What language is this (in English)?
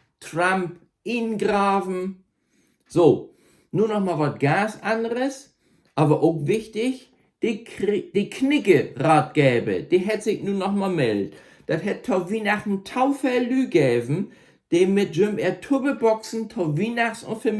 Low German